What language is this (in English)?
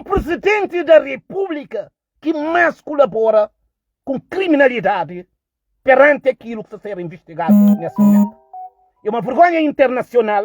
Kabuverdianu